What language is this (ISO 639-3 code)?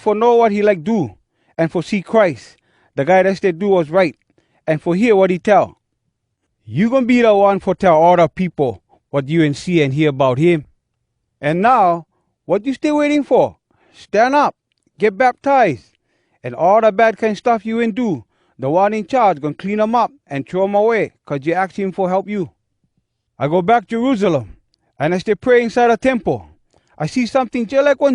hwc